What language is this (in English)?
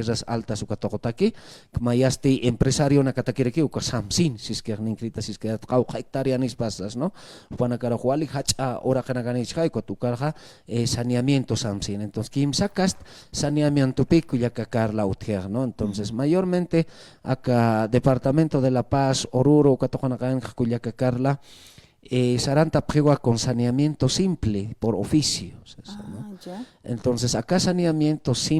Aymara